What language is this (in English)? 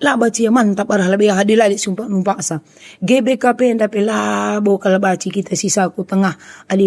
Batak Karo